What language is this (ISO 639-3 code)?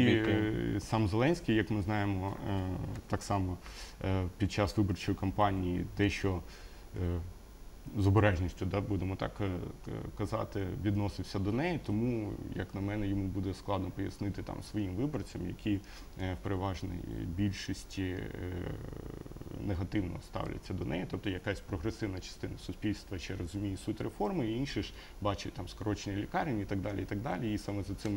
ukr